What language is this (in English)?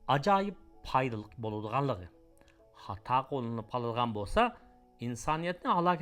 Uyghur